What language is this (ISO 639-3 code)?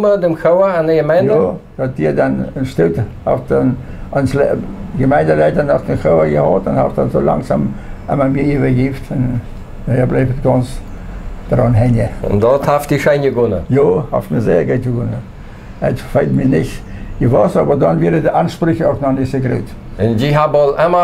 pdt